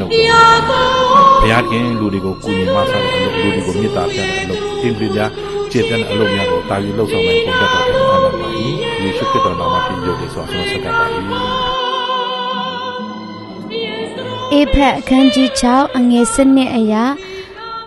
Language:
Burmese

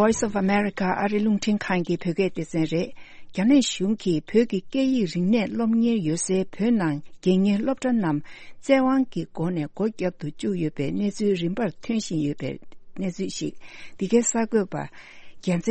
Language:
Tibetan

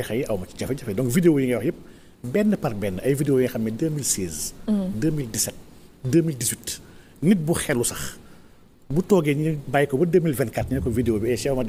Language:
Wolof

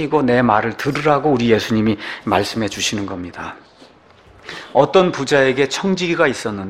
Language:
Korean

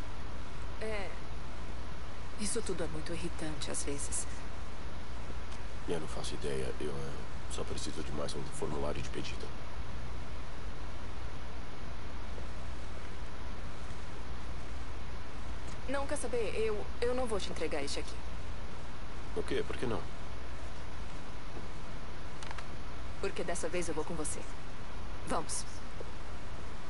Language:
Portuguese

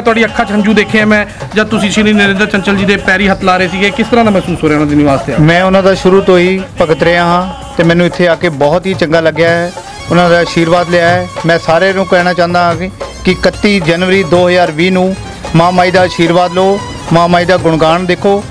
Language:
Punjabi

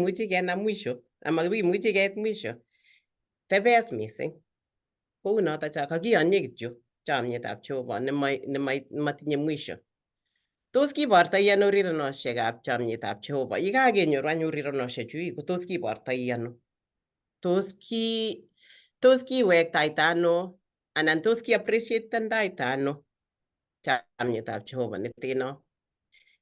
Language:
Kalenjin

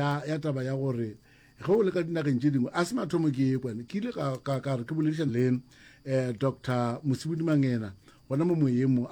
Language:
Northern Sotho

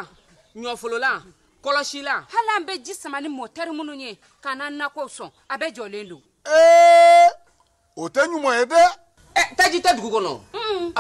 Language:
Bambara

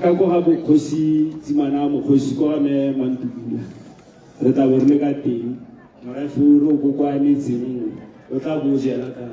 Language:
Tswana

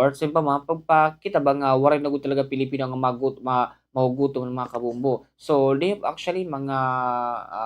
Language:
Waray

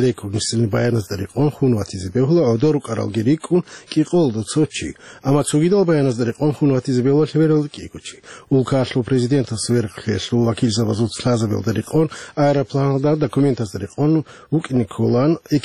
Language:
Avaric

